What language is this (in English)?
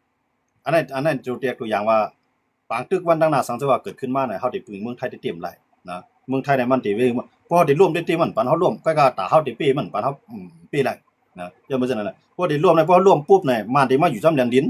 Shan